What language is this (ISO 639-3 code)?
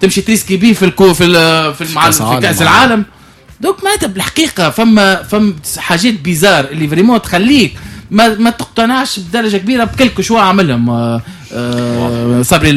aeb